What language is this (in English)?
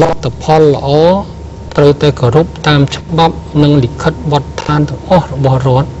Khmer